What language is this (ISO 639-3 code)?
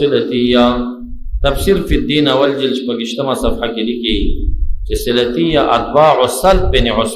pus